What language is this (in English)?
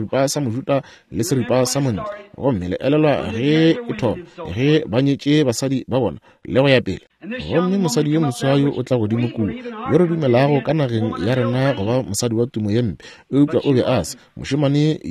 Northern Sotho